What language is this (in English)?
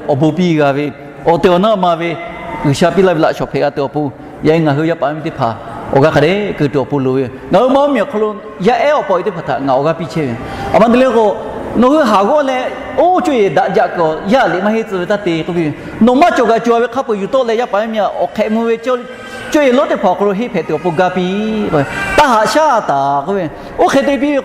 Lahu